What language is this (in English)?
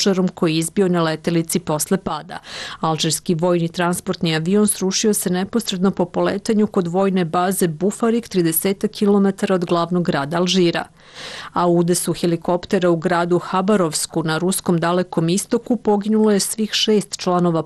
Serbian